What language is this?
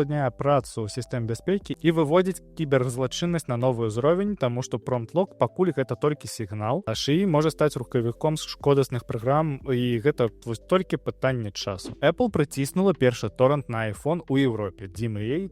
Belarusian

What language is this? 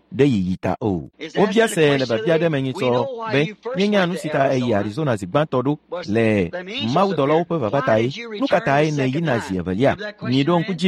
Ewe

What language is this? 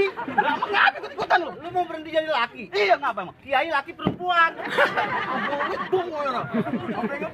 Betawi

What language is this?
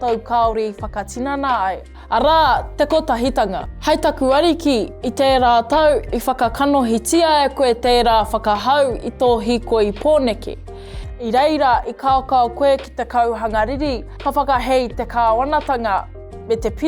Māori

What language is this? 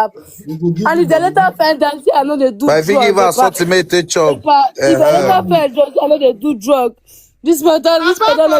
Nigerian Pidgin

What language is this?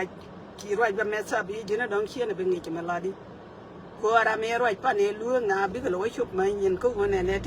Nuer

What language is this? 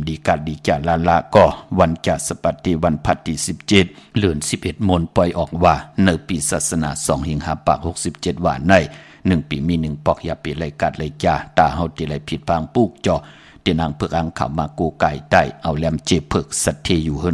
Shan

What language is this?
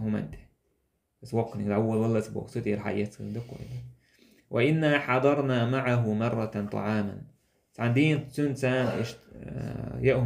Chechen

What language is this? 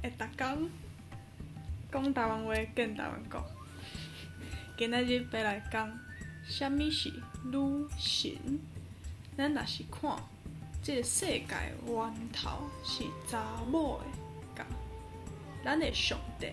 Min Nan Chinese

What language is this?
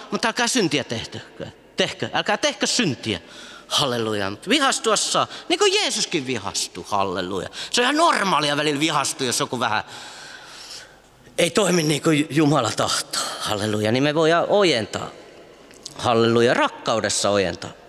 Finnish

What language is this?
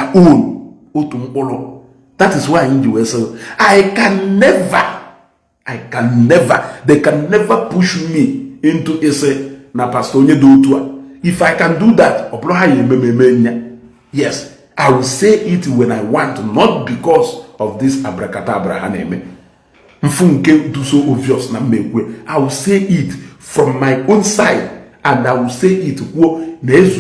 Igbo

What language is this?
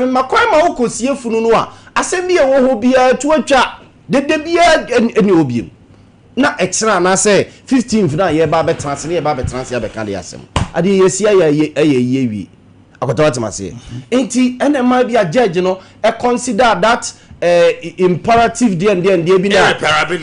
Akan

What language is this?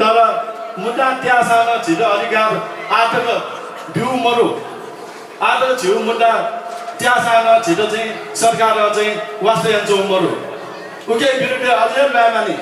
Newari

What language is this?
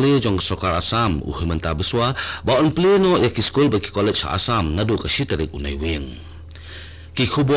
Khasi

